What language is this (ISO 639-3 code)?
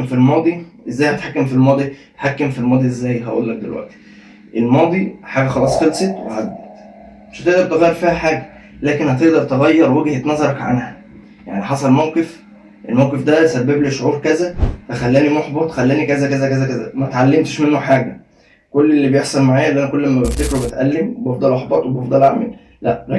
arz